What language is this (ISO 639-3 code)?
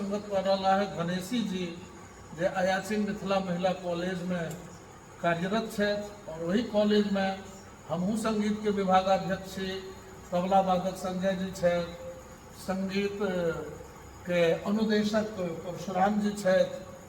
mai